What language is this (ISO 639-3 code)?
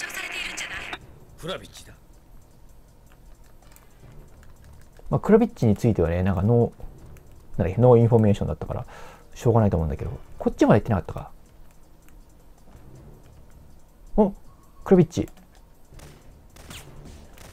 jpn